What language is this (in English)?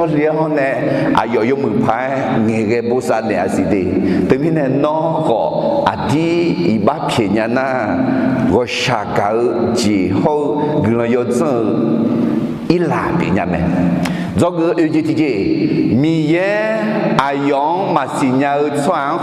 Akha